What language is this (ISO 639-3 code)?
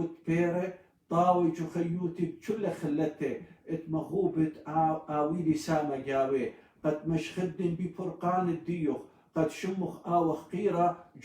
aii